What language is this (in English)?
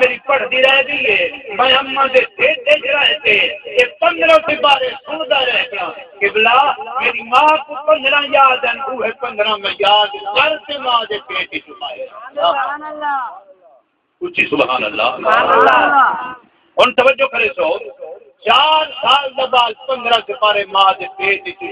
Saraiki